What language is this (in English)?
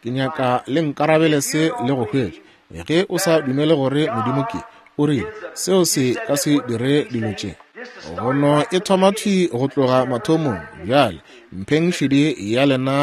Northern Sotho